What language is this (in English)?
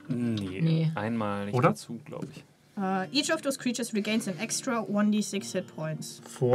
German